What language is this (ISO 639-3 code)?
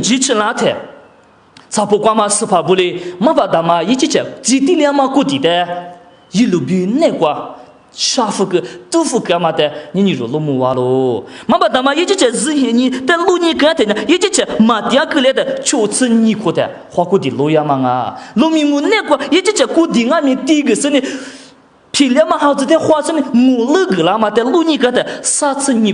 lis